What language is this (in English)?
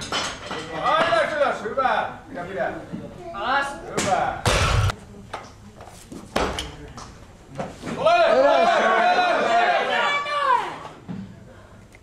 Finnish